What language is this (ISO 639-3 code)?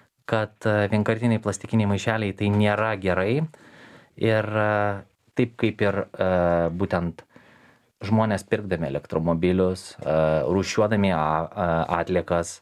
lit